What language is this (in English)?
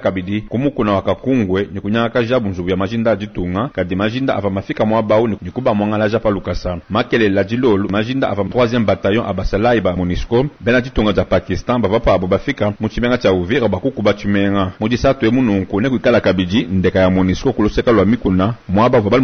Luba-Lulua